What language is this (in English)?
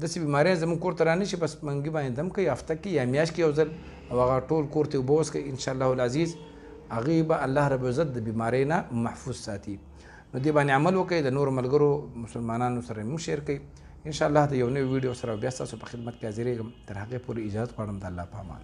Pashto